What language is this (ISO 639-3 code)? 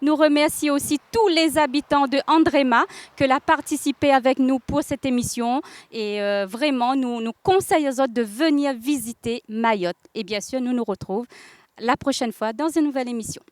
rcf